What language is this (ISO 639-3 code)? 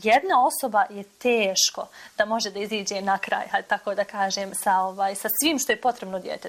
bos